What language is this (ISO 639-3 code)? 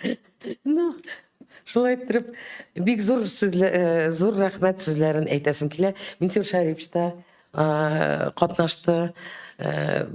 tat